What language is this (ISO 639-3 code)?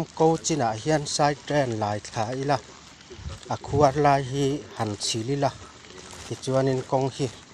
lus